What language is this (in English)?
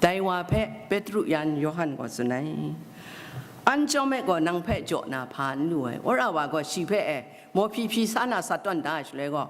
Kachin